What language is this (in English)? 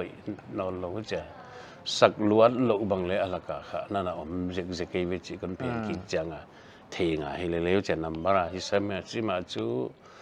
Paite Chin